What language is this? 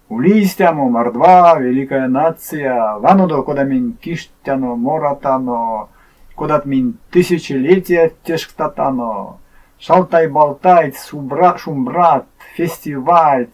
Erzya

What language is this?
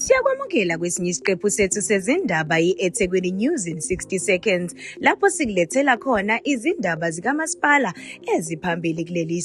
Zulu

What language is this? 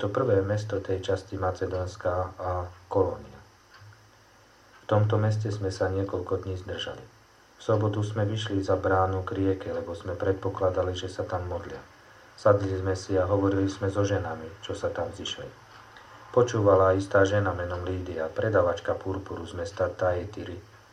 Slovak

